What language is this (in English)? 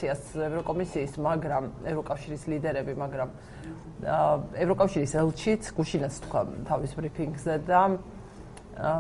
Georgian